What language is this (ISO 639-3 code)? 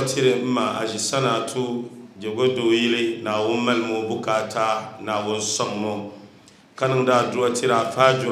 dag